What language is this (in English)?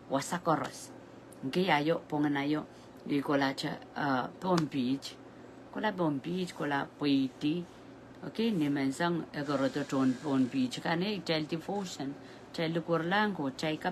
Pohnpeian